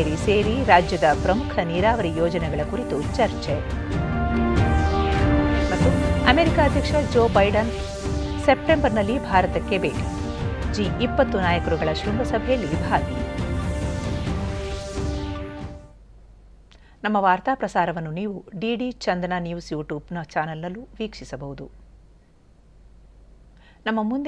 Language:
Kannada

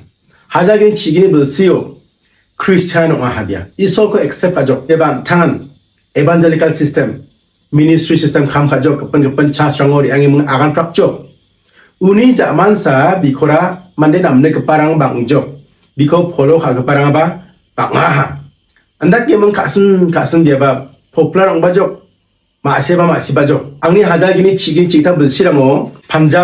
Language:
Garo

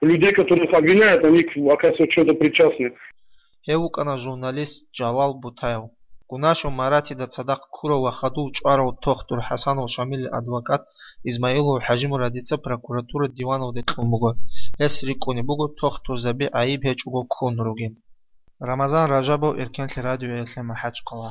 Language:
Avaric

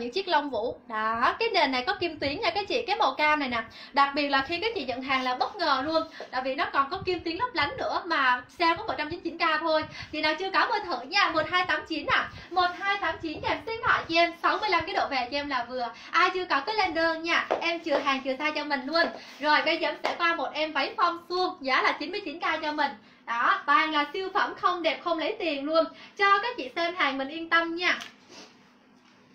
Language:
Vietnamese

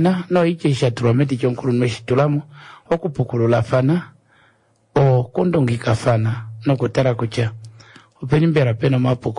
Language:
Kuanyama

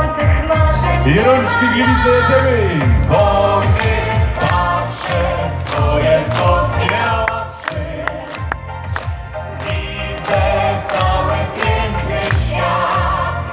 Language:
Polish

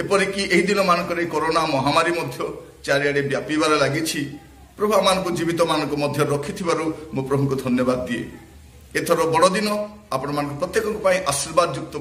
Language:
Odia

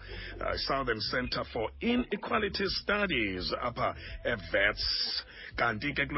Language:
Xhosa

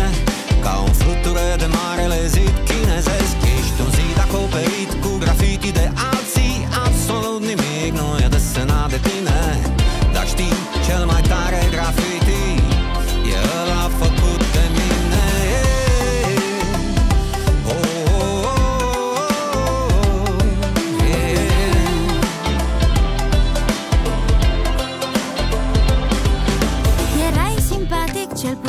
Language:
Romanian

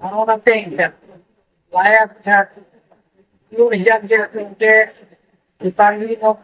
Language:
Karbi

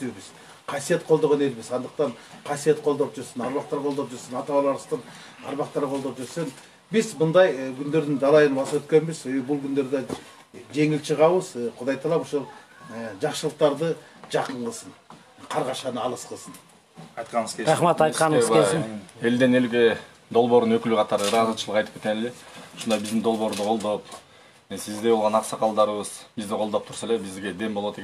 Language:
Kyrgyz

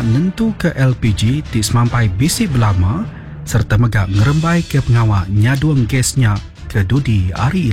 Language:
Iban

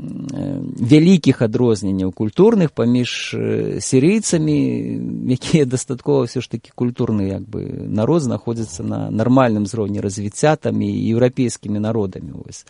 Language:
Belarusian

